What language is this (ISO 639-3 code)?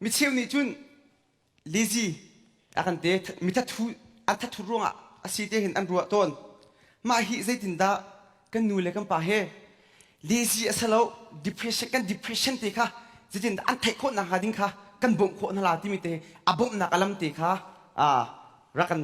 cnh